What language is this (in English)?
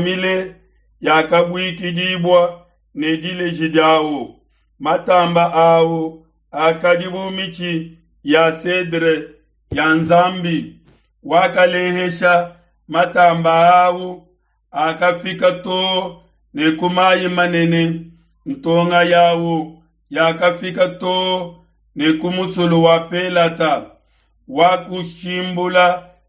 Luba-Lulua